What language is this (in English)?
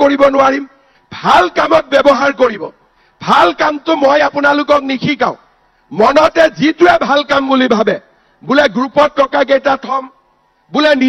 Assamese